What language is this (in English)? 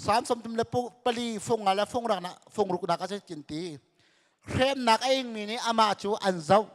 Hakha Chin